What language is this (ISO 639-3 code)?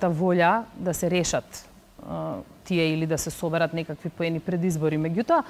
mkd